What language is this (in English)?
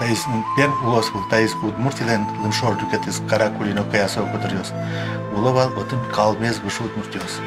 Udmurt